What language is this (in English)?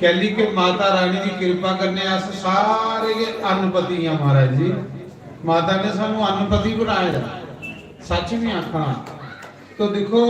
Dogri